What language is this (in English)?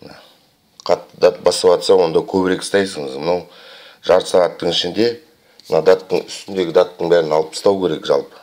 Kazakh